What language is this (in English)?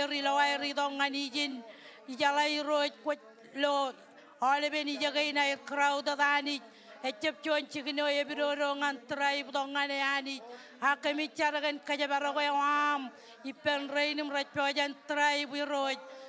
Marshallese